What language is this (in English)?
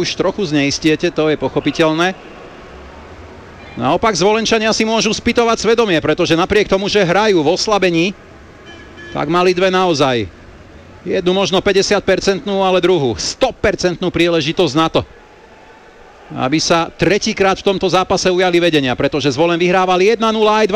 Slovak